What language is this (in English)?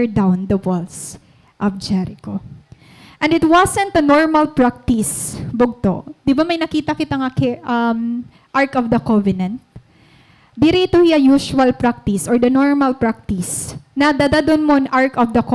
Waray